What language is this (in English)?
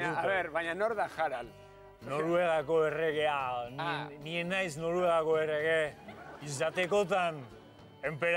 Basque